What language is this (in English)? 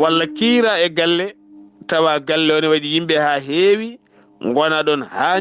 Fula